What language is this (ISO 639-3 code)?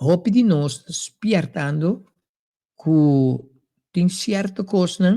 pap